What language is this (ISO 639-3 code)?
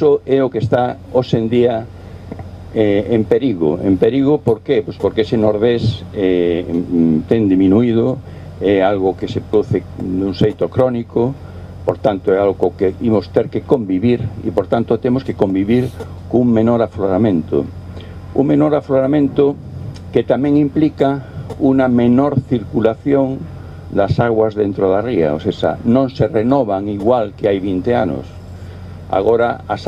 glg